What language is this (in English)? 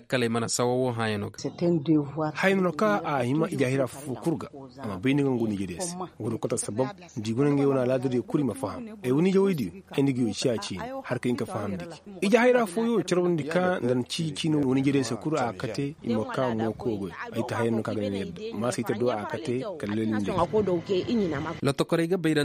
Koyraboro Senni